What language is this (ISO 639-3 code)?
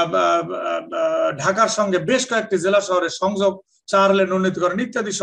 ben